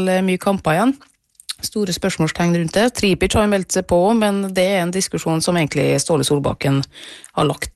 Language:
Norwegian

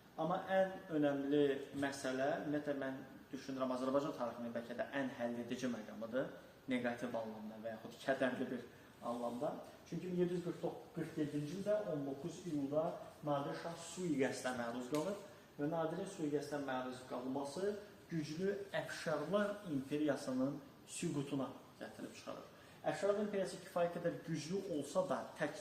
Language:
Azerbaijani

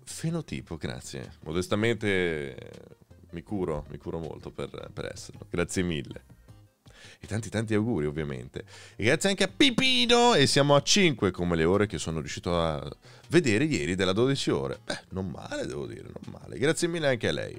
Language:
Italian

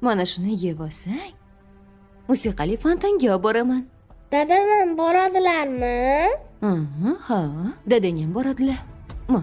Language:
Uzbek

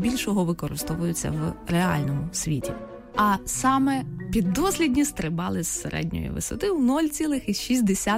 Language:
Ukrainian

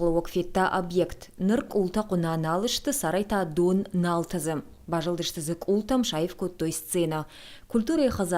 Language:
Ossetic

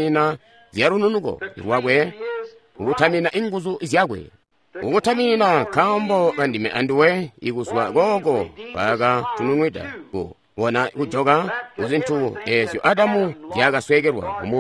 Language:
Tonga (Zambia)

